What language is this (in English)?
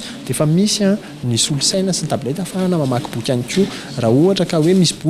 Malagasy